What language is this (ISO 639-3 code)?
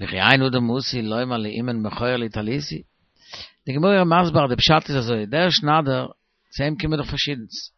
yid